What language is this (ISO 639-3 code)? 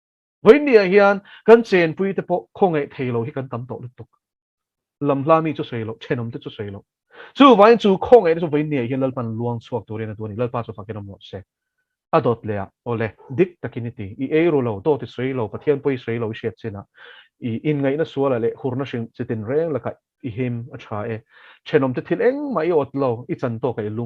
lus